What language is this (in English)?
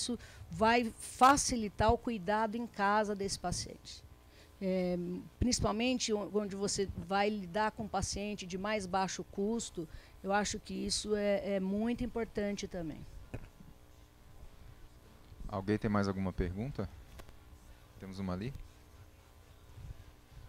Portuguese